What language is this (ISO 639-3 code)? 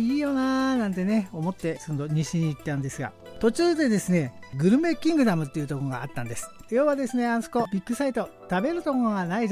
jpn